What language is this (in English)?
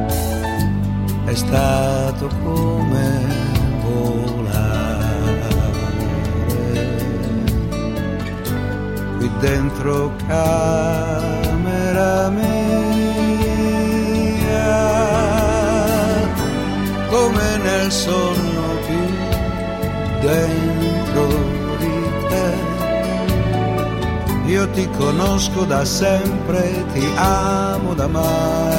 Italian